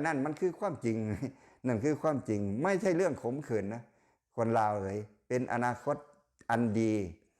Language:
Lao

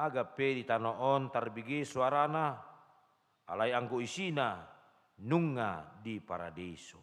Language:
Batak Toba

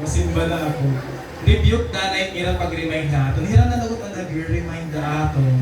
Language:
Waray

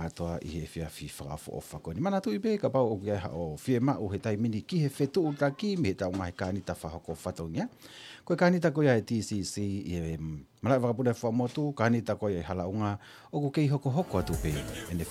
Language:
Tongan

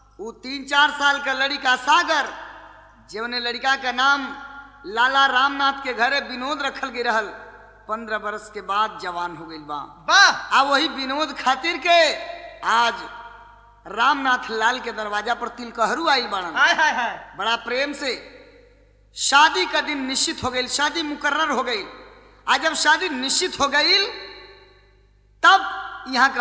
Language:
Bhojpuri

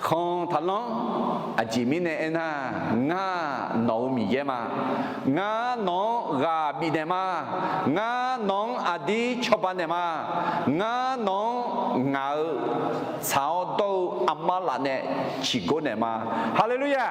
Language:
Akha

